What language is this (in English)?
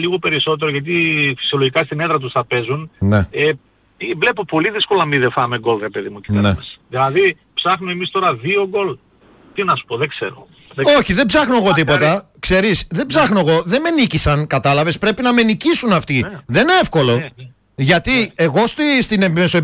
Greek